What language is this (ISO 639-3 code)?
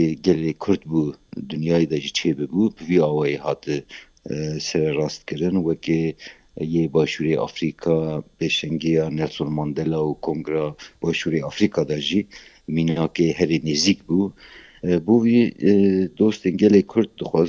kur